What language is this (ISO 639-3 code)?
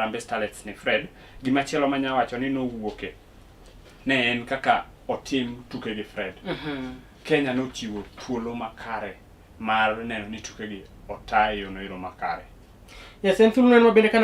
luo